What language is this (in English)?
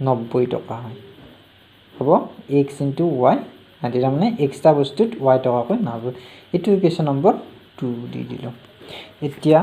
Assamese